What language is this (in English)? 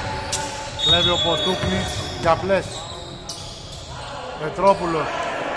Greek